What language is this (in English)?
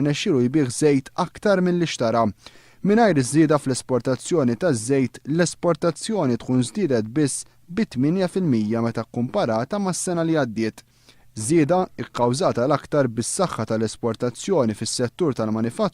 Maltese